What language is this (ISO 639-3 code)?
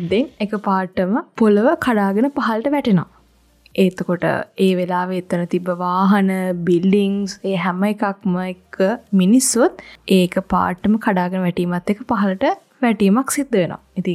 sin